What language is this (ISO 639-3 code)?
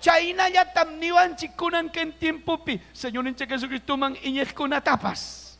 quy